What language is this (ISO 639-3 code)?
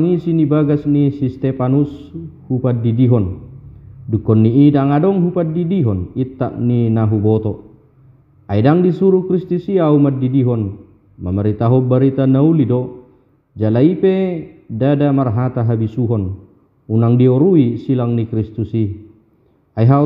bbc